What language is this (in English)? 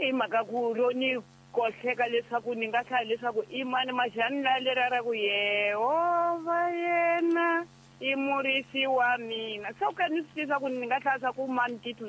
Tsonga